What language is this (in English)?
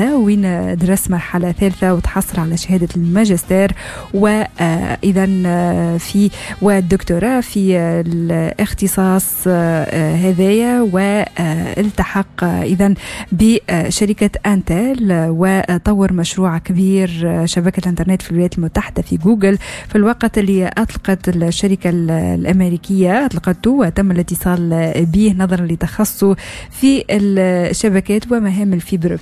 Tunisian Arabic